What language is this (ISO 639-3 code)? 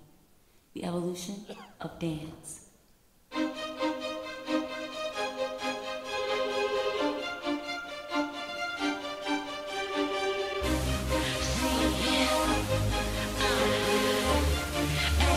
bul